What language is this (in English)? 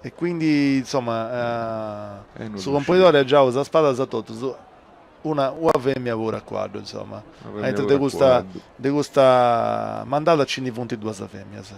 Sardinian